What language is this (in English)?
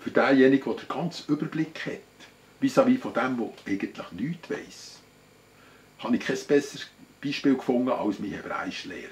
Swiss German